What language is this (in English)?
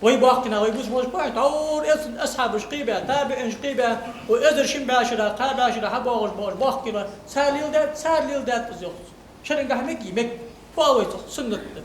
Ingush